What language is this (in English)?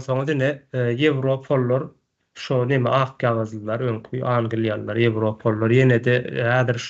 Turkmen